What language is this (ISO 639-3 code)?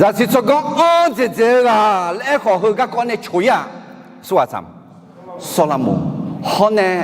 ahk